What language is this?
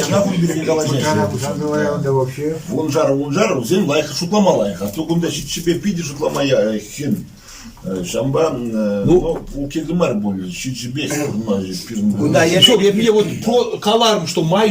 Chuvash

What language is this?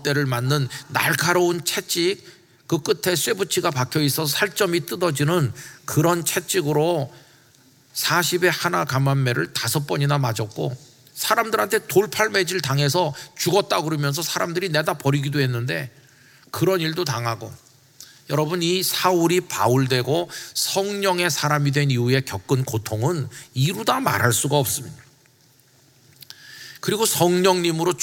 Korean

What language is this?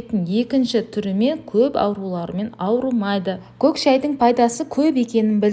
Kazakh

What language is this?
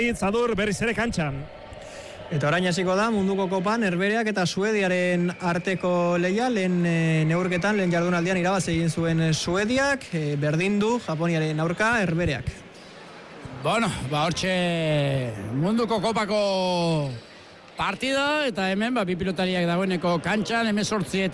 Basque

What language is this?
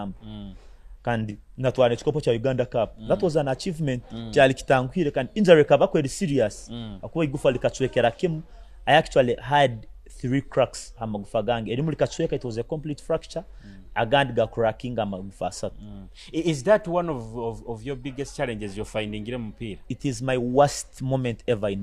Nyoro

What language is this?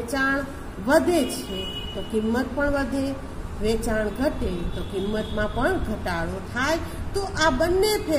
Gujarati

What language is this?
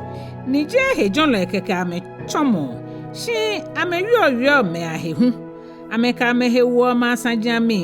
Ga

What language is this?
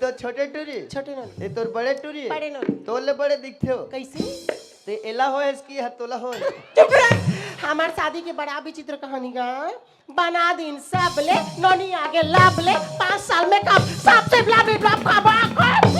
Chhattisgarhi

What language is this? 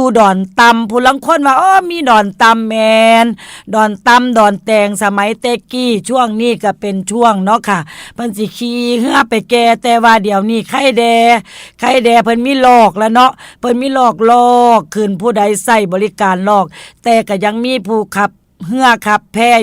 Northeastern Thai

